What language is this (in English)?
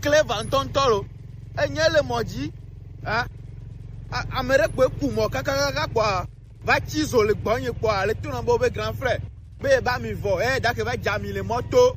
Gen